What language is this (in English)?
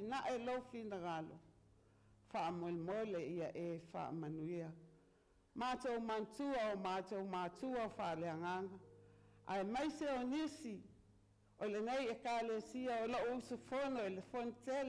Samoan